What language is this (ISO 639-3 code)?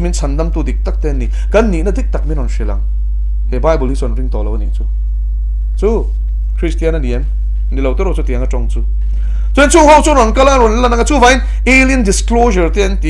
lus